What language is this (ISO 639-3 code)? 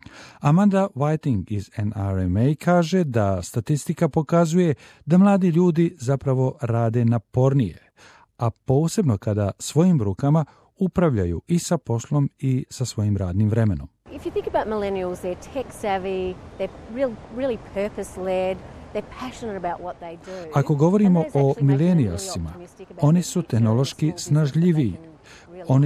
hrv